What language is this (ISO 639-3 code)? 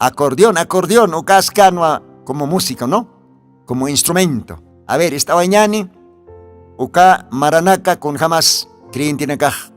aym